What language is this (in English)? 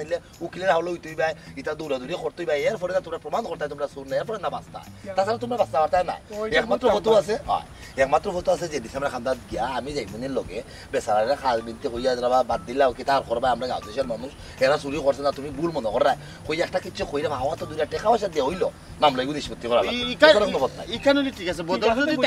Sylheti